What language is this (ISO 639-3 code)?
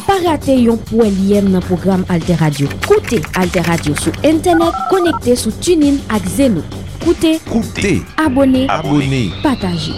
hat